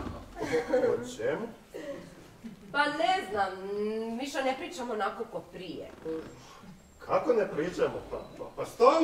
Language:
Croatian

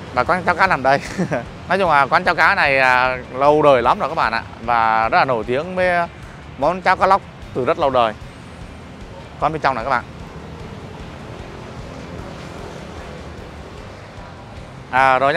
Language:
Vietnamese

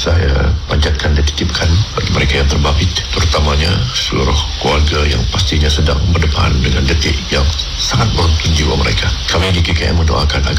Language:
Malay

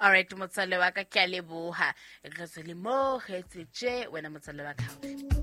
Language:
Southern Sotho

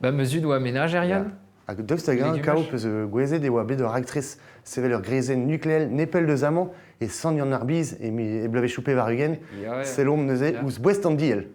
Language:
Breton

